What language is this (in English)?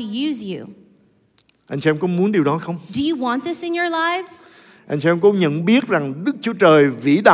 Vietnamese